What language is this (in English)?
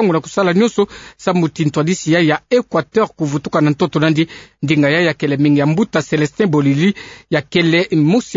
Kituba (Democratic Republic of Congo)